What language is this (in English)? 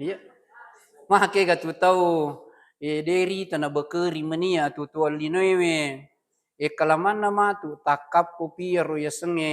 Buginese